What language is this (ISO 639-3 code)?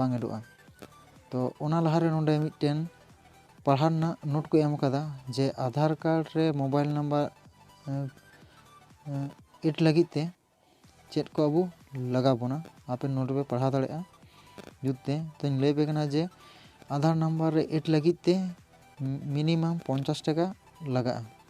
sat